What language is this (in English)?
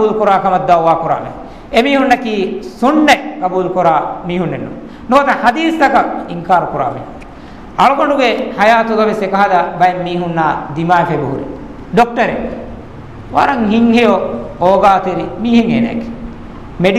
Divehi